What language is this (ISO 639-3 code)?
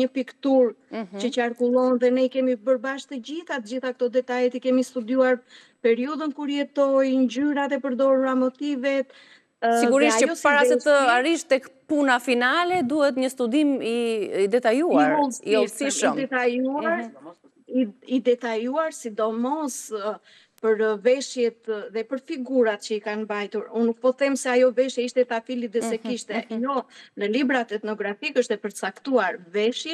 sqi